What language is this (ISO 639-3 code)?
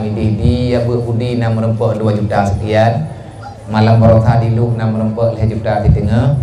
ace